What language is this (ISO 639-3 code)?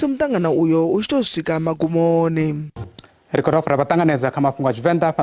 ven